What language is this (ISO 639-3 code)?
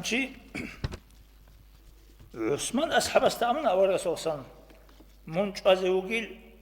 ava